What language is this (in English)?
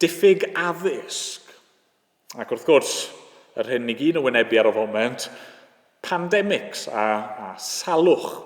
Welsh